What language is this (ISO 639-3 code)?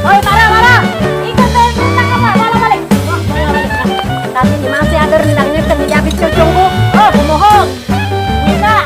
mui